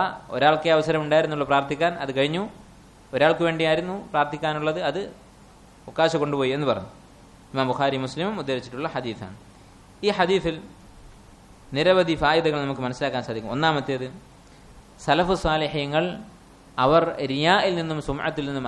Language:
Malayalam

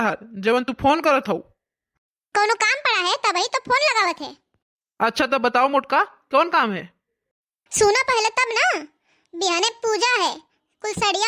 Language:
Bhojpuri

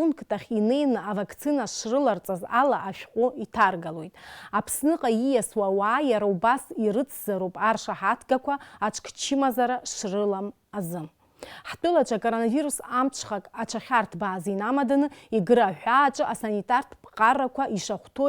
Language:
Abkhazian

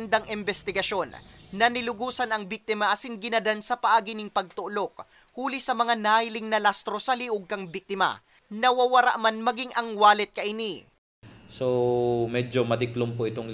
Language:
Bikol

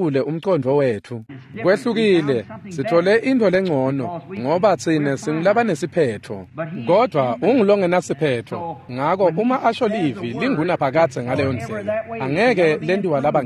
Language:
Swati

